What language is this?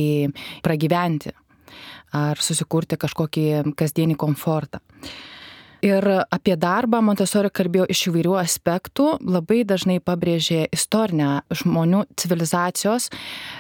Lithuanian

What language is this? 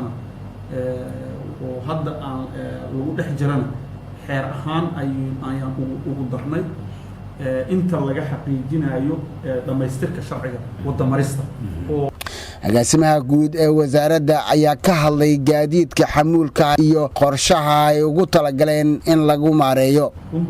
Somali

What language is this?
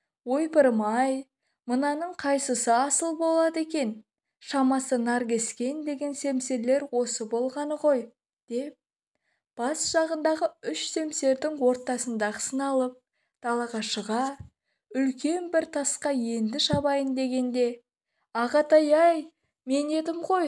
Kazakh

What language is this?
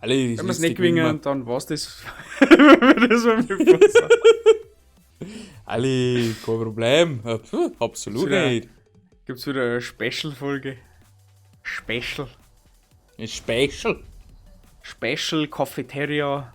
Bavarian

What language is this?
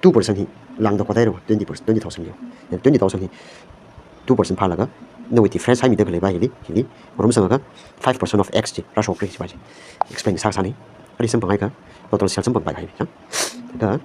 Tangkhul Naga (India)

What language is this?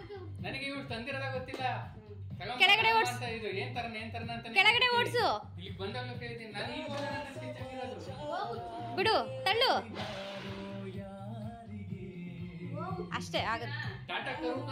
Kannada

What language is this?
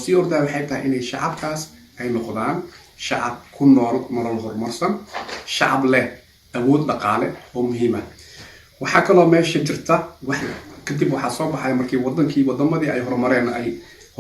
Somali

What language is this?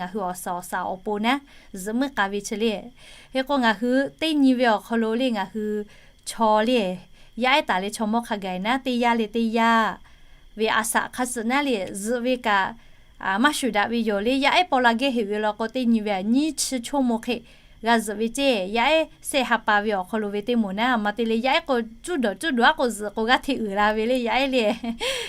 Lahu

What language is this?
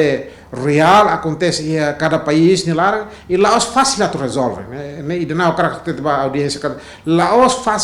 Tetum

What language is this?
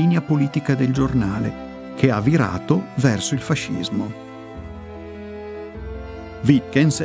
Italian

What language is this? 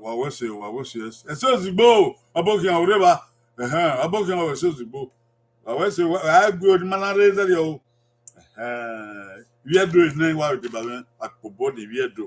Bini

